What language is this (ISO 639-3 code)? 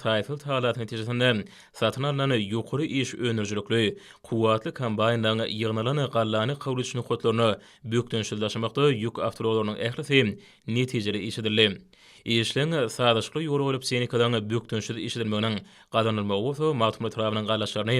tuk